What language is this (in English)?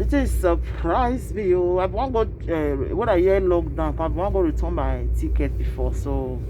Nigerian Pidgin